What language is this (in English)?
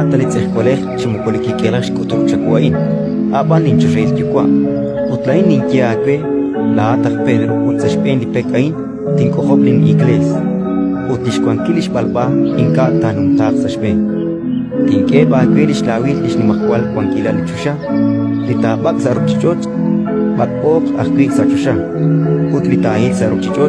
Kekchí